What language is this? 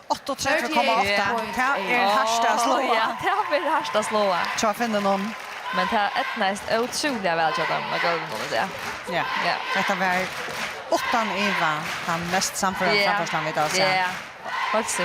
Faroese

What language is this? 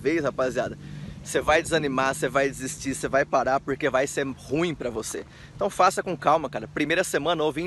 Portuguese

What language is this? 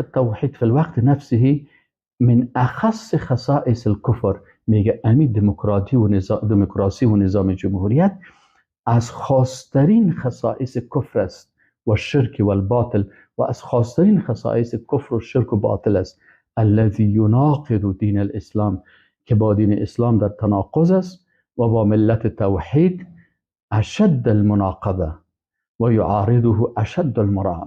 Persian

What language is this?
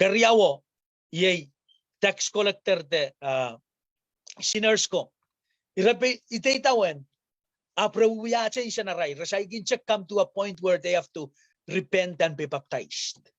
Pohnpeian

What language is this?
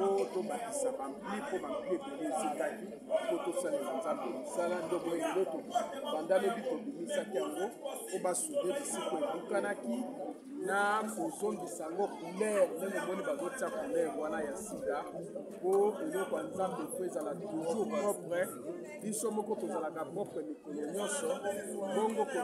Lingala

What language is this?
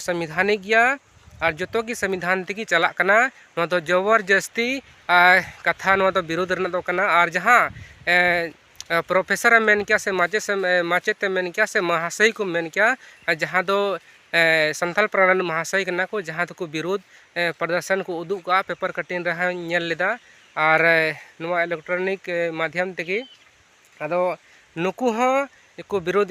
Santali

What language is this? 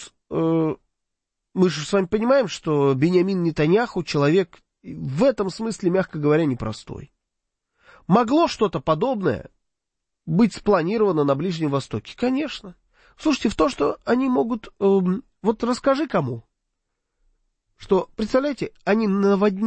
Russian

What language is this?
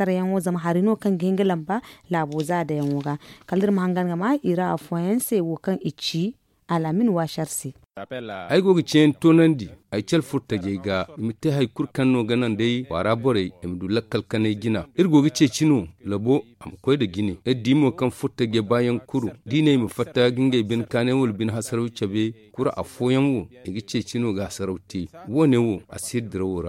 Zarma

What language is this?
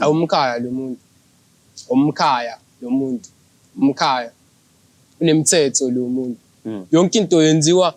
Zulu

